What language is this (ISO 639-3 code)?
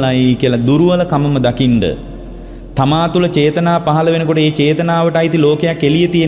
sin